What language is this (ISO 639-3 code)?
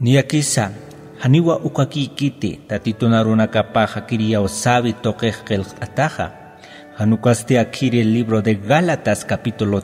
aym